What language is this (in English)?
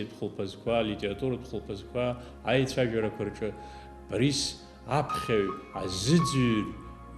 Abkhazian